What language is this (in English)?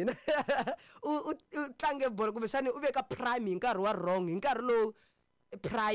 Tsonga